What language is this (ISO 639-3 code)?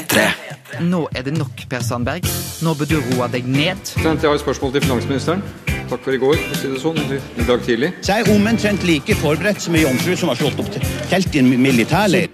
nor